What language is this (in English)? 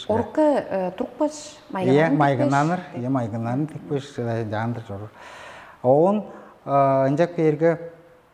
Tuvinian